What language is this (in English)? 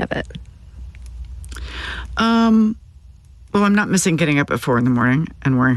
English